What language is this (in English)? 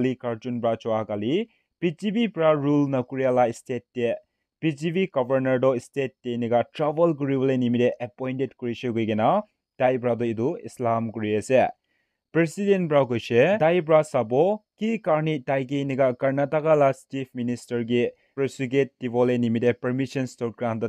Naga Pidgin